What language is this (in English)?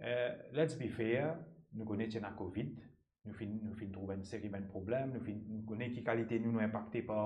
Morisyen